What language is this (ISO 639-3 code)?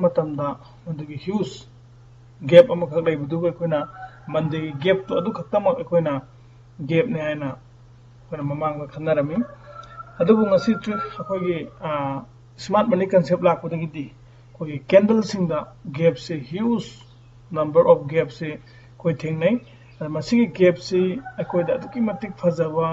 mni